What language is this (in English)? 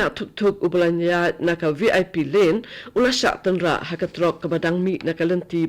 Khasi